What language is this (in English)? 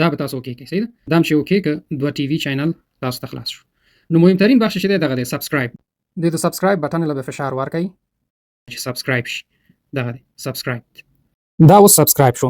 Pashto